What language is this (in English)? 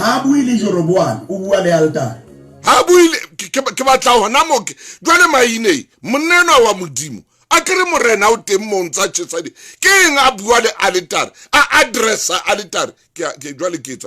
Southern Sotho